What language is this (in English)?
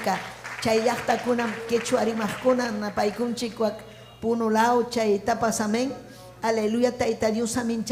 Ayacucho Quechua